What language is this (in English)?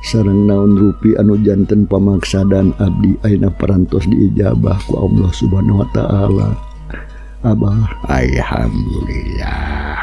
Sundanese